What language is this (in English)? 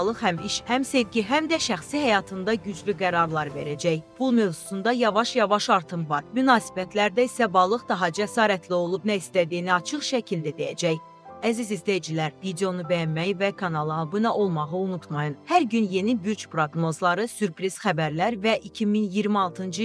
Azerbaijani